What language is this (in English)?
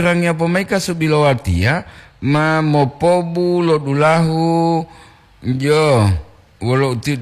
Gorontalo